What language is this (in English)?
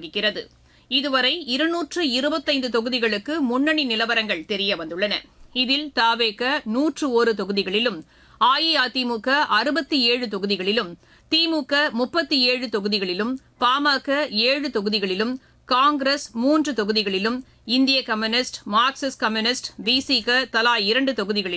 Tamil